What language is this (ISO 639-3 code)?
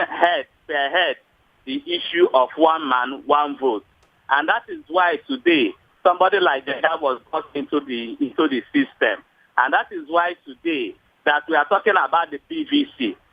pcm